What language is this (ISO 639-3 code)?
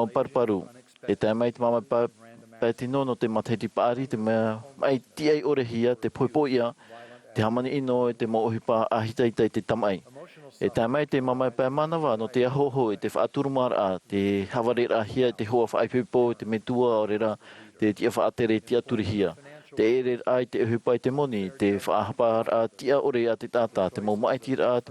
tah